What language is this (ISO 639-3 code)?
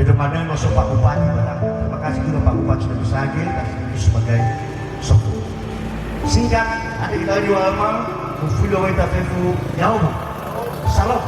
nia